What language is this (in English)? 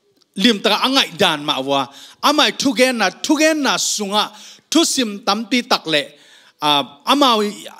Tedim Chin